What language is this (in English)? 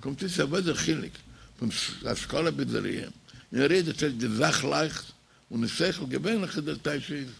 Yiddish